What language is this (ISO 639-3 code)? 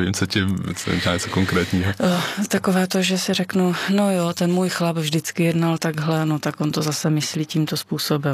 ces